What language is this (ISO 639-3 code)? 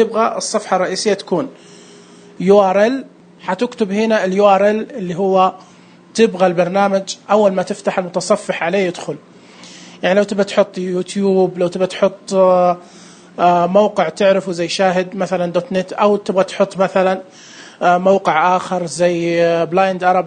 ars